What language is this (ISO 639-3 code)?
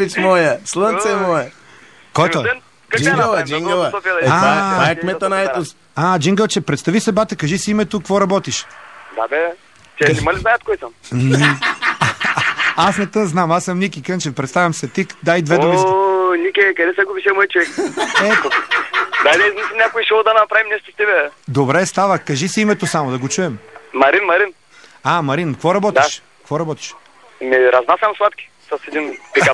bul